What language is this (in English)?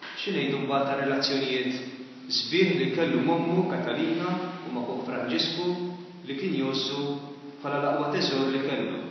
Maltese